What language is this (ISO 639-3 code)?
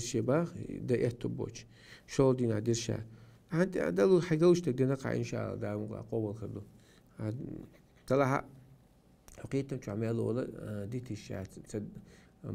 che